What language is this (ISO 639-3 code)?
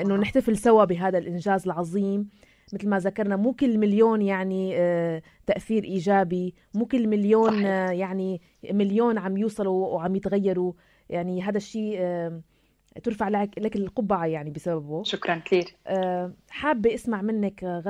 apc